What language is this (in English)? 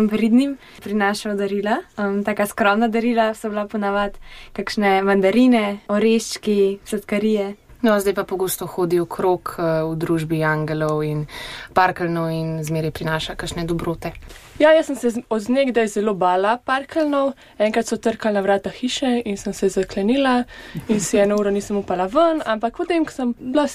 Slovenian